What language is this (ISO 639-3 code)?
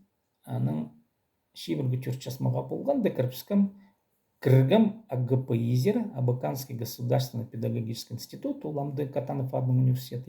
kjh